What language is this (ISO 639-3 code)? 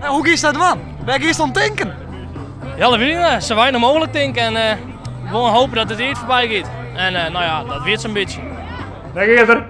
fry